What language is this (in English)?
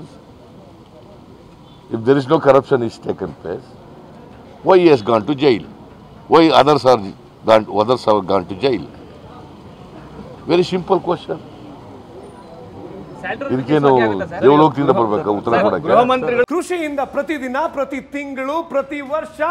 Kannada